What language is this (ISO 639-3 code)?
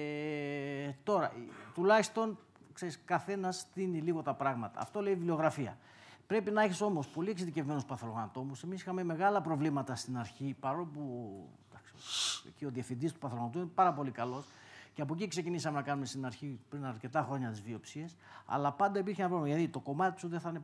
ell